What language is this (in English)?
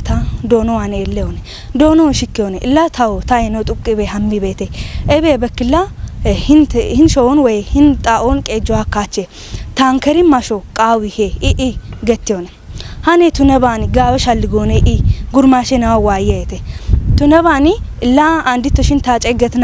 Kafa